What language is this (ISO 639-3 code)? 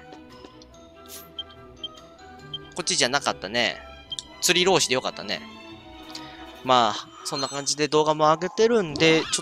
jpn